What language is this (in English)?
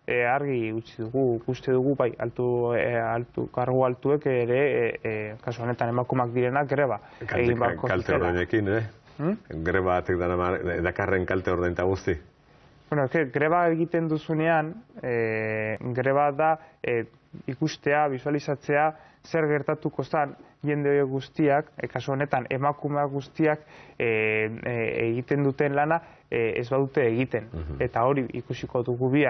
Basque